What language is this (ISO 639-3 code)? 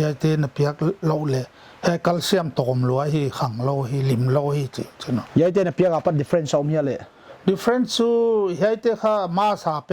pck